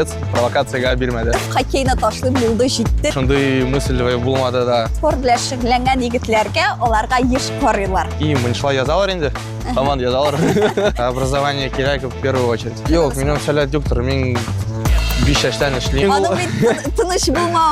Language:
Tatar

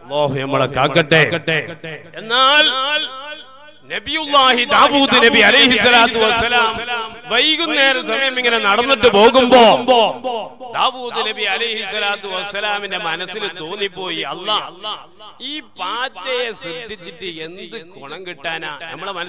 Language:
Malayalam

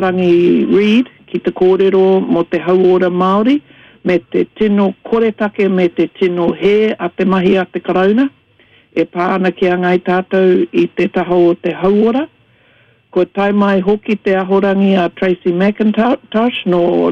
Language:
Māori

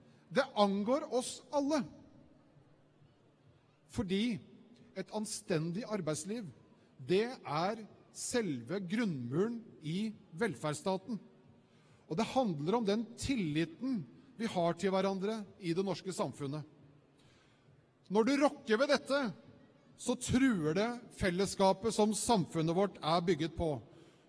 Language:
Norwegian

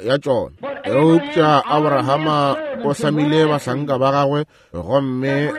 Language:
Northern Sotho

